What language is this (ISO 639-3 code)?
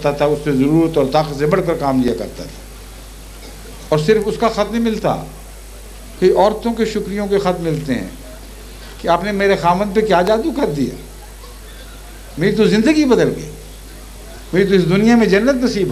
urd